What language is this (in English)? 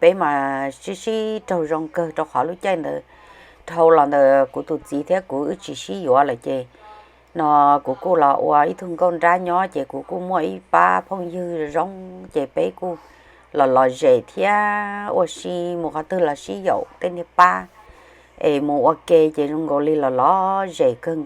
Hmong